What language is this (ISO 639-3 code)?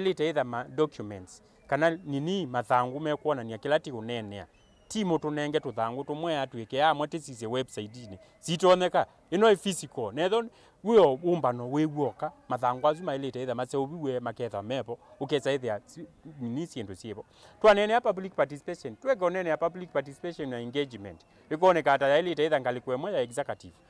kam